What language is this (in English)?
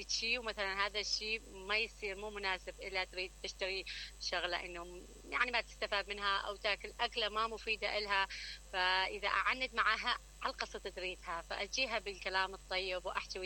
Mesopotamian Arabic